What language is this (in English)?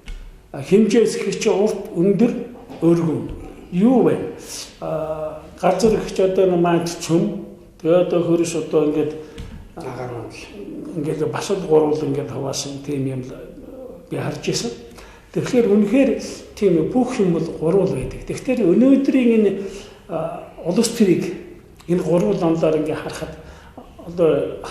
Mongolian